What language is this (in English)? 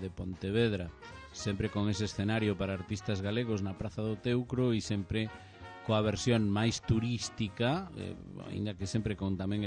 Galician